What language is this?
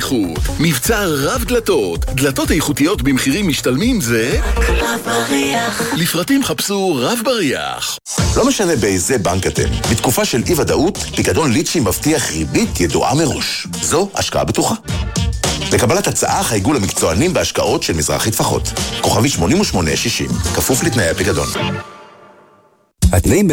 Hebrew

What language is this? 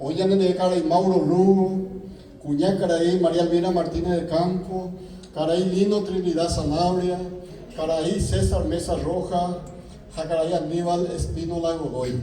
Guarani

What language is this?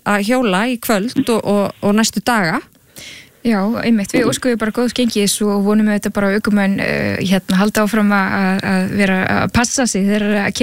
Icelandic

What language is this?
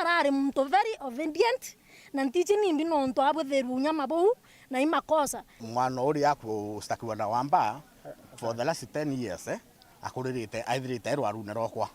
Meru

